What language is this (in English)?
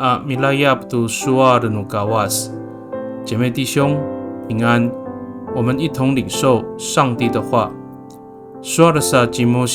Amis